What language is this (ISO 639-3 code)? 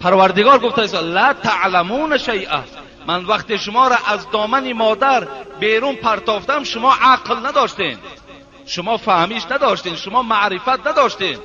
tgk